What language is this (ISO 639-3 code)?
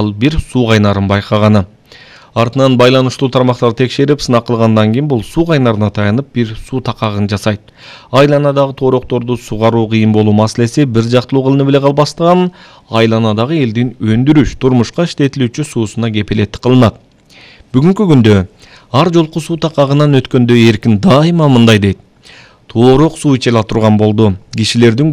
kir